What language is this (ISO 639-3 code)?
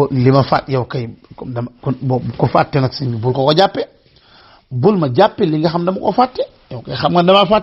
wol